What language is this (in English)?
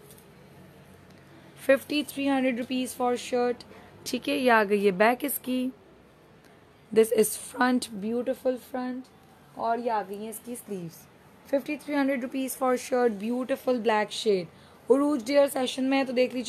Hindi